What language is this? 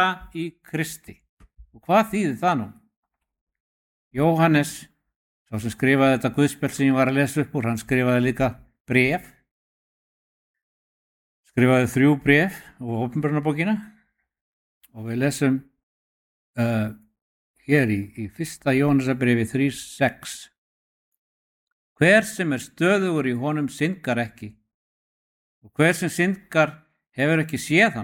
Icelandic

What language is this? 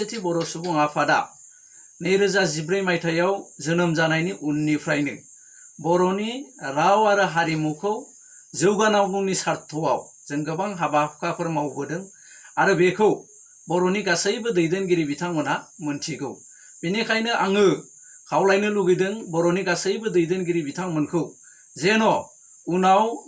Bodo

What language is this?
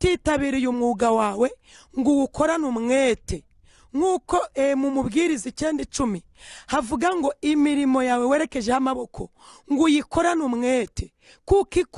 Kinyarwanda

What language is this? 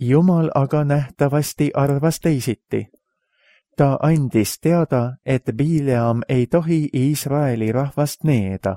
Estonian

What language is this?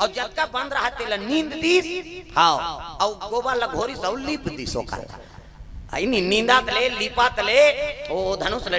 Chhattisgarhi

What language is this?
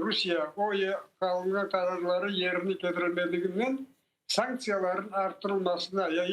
Crimean Tatar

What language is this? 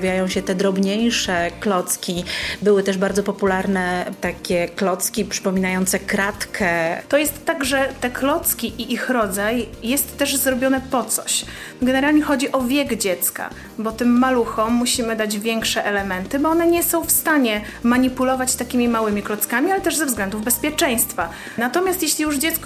Polish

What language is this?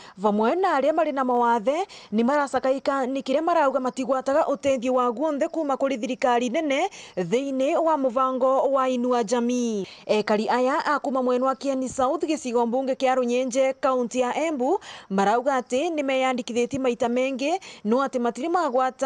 Meru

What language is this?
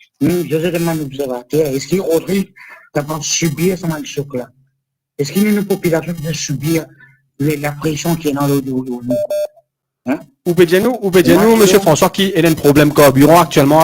Morisyen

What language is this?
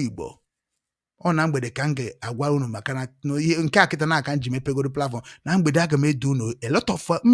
Igbo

